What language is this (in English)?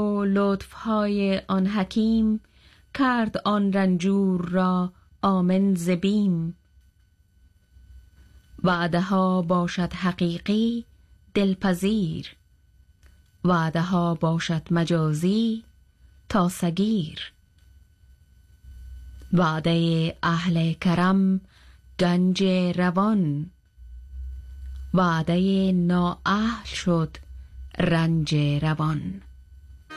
Persian